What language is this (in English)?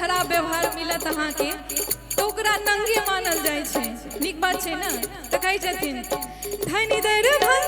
Maithili